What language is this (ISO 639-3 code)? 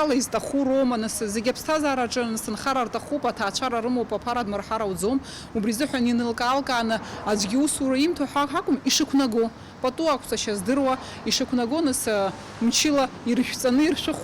abk